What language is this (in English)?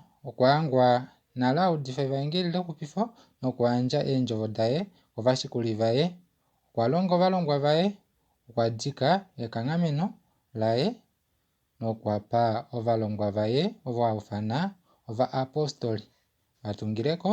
Kuanyama